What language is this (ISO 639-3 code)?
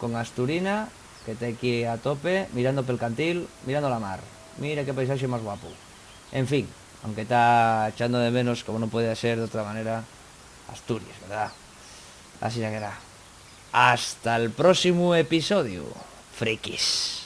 ast